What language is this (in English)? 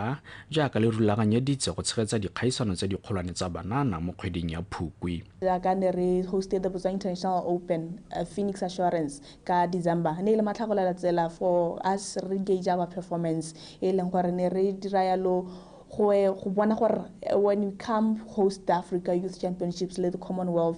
Tswana